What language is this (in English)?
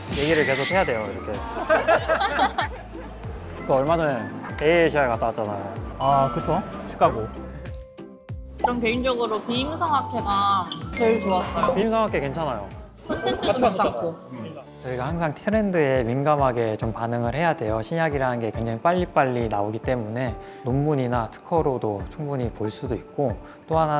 Korean